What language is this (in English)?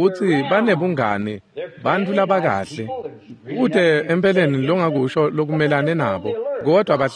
Swati